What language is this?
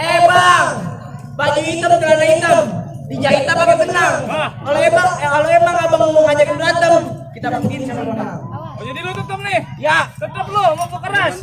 Betawi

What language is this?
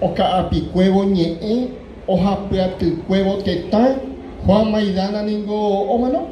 Guarani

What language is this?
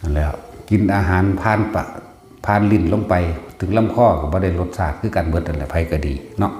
Northeastern Thai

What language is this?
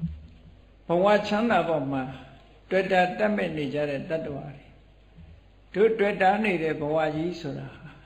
Burmese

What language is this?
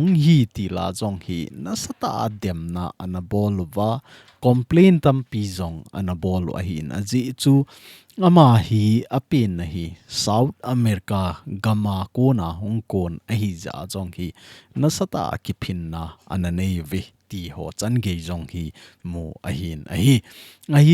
Thado Chin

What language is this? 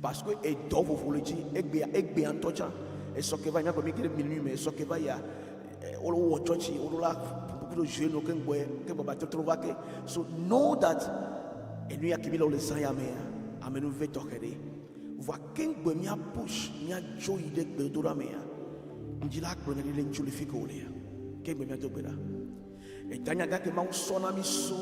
Ewe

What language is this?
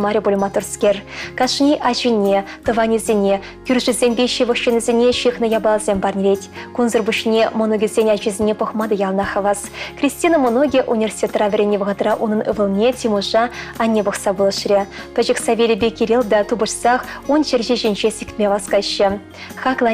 Chuvash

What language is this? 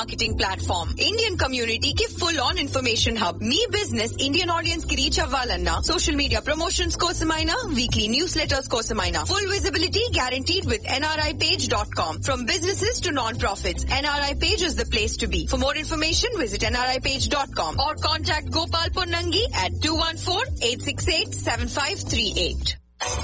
Telugu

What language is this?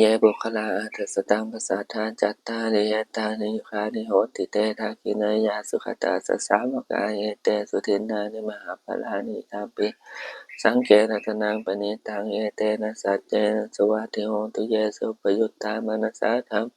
Pali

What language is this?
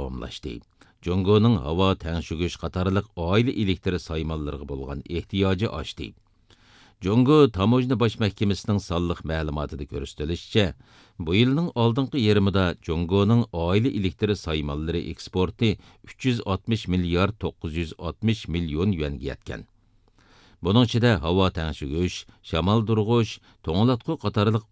Uyghur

